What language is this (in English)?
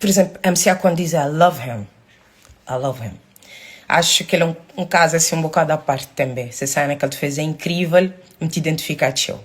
Kabuverdianu